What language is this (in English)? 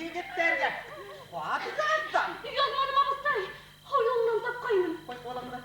Bashkir